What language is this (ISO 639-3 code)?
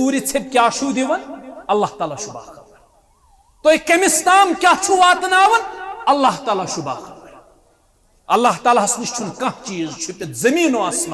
kas